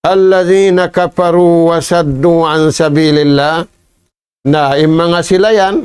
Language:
Tausug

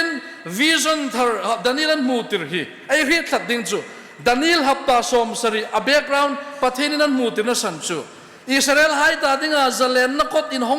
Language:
Hmar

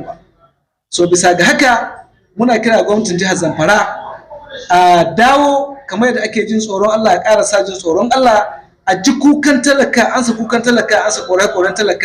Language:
Hausa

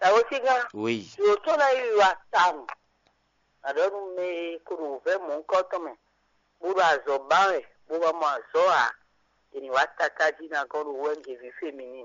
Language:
Fon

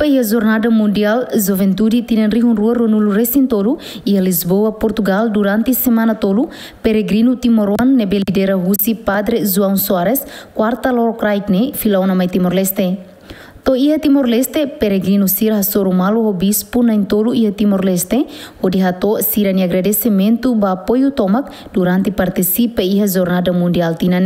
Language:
Tetum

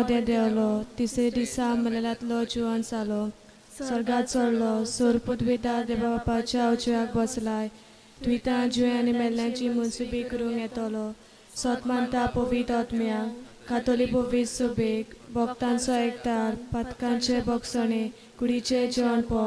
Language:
Konkani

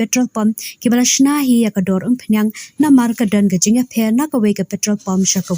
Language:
Khasi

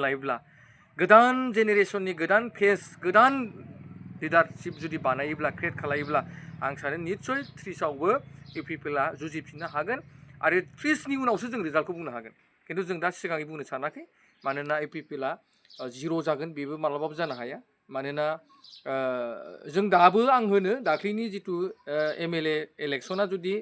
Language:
Bodo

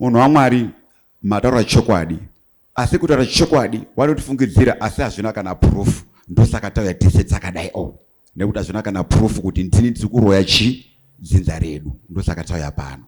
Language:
Shona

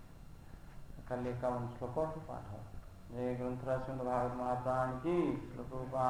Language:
Odia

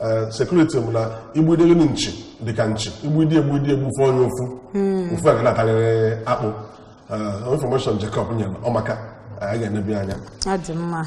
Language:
Igbo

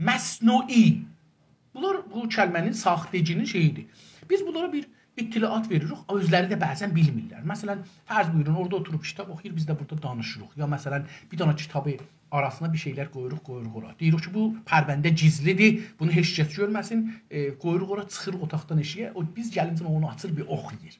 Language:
South Azerbaijani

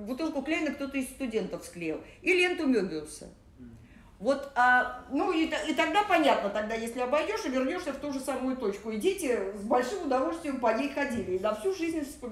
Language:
Russian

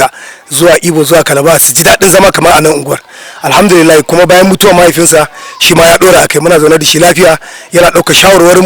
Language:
Hausa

